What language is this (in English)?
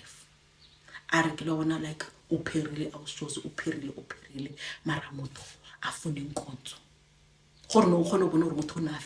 Zulu